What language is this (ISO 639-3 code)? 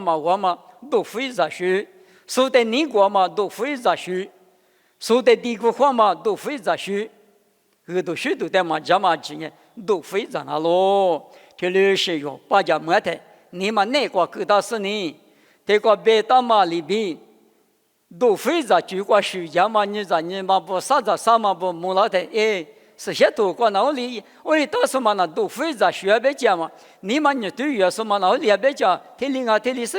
lis